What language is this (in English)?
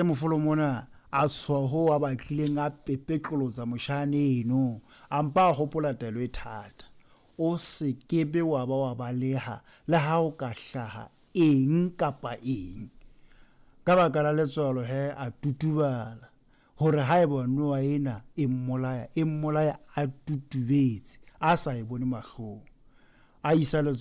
Southern Sotho